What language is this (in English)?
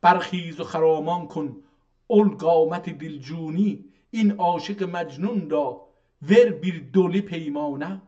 South Azerbaijani